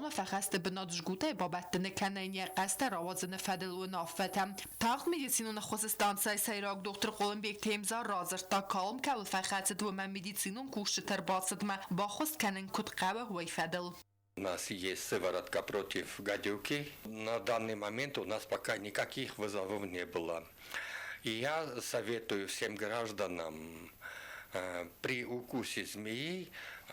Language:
Ossetic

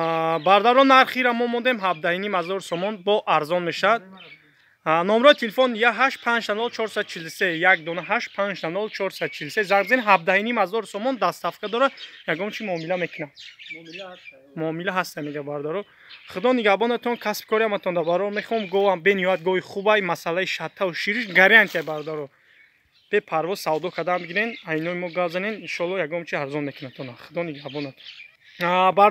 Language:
Tajik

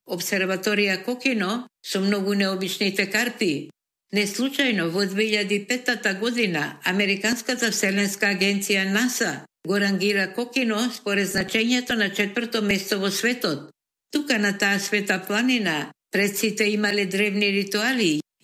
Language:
Macedonian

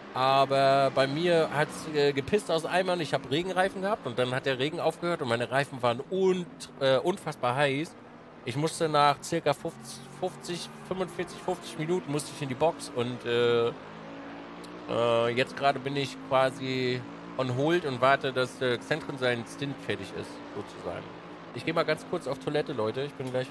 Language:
German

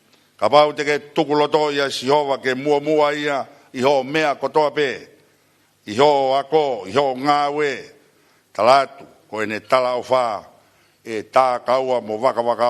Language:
Tongan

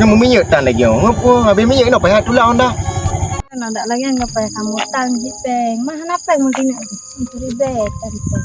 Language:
Achinese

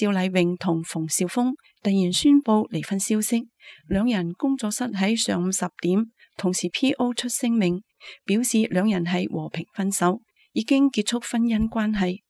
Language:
Cantonese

